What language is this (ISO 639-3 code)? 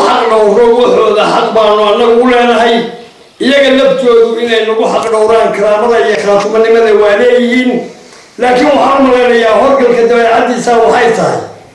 som